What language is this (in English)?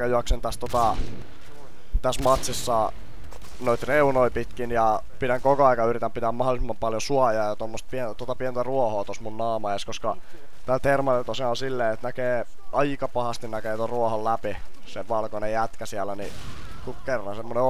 Finnish